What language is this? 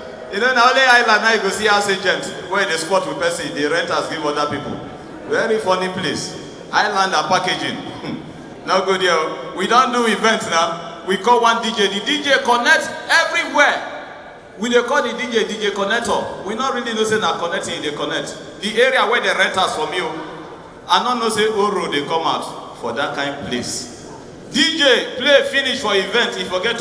Nigerian Pidgin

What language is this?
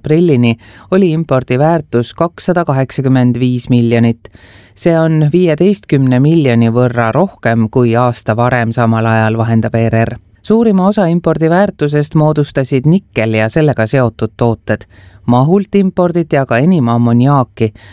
Estonian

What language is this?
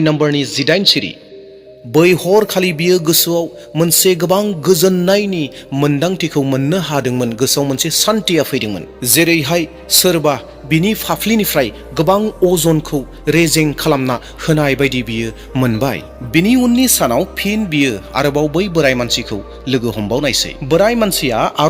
Bodo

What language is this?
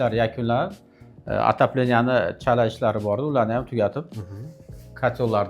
Uzbek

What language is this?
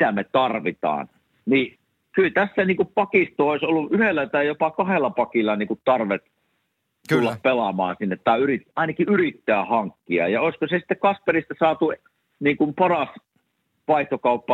Finnish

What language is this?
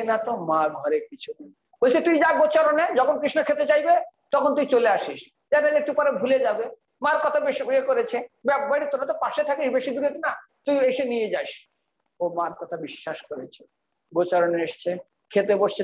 Bangla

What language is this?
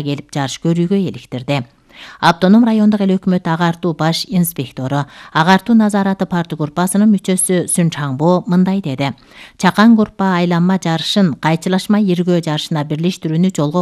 Kyrgyz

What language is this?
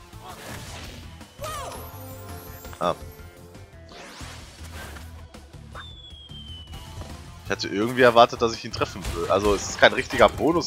German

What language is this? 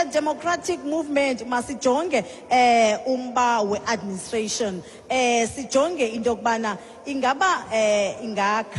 Xhosa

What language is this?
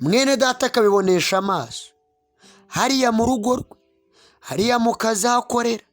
Kinyarwanda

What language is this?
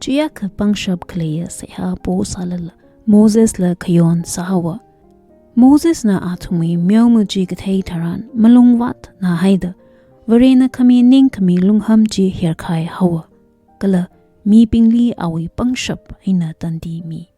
Tangkhul Naga (India)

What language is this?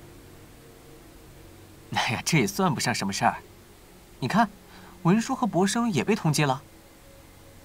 Chinese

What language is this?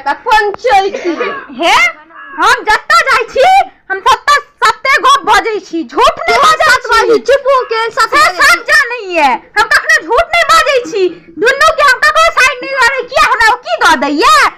Maithili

